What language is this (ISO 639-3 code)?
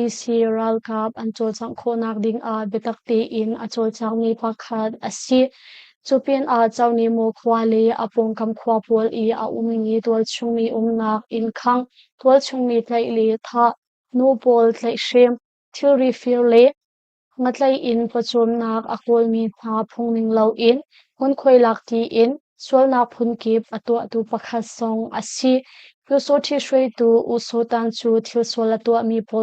cnh